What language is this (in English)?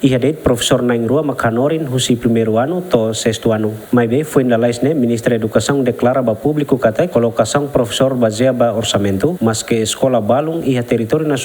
Tetum